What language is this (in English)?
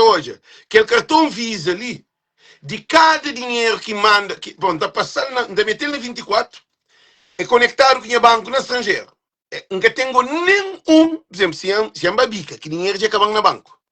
Kabuverdianu